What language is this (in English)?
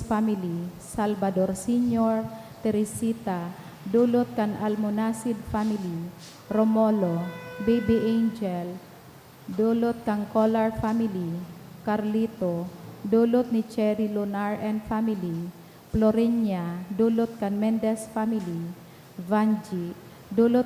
Bikol